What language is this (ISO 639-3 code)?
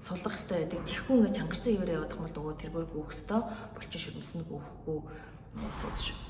mon